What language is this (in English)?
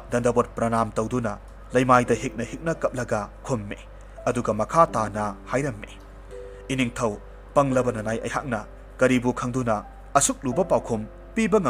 Manipuri